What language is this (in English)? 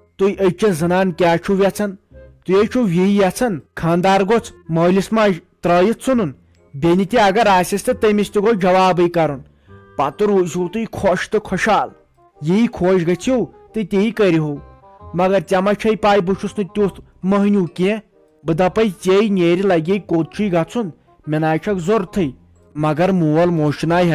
Kashmiri